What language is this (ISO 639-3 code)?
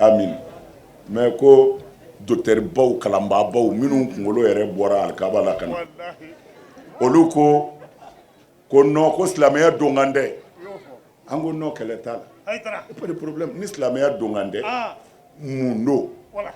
bam